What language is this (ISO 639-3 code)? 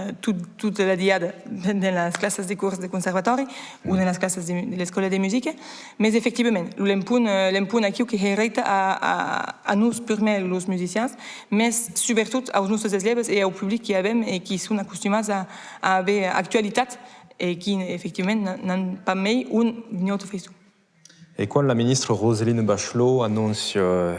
oci